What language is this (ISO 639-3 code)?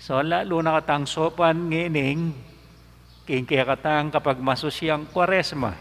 pam